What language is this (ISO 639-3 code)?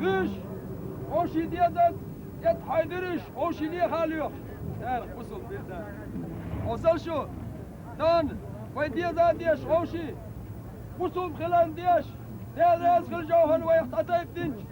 che